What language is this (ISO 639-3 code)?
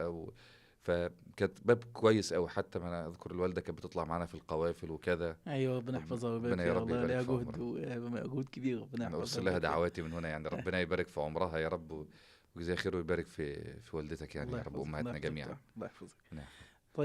arz